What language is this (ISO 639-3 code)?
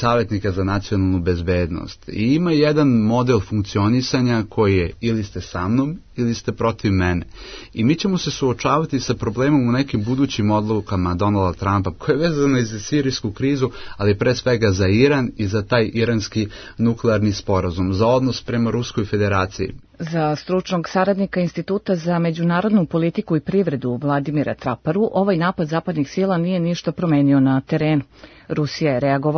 srp